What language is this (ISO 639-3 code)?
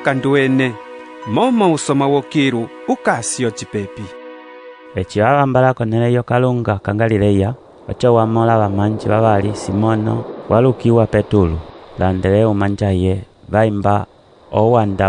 umb